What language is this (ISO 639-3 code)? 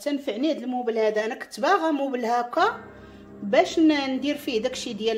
ary